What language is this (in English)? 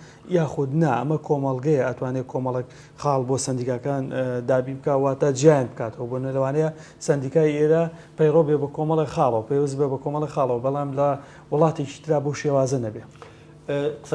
Central Kurdish